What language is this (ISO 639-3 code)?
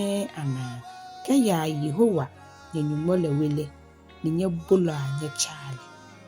gaa